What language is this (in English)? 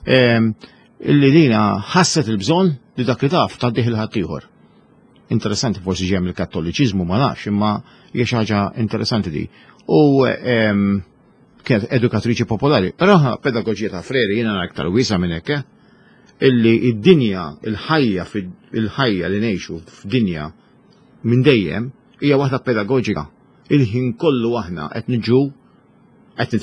Maltese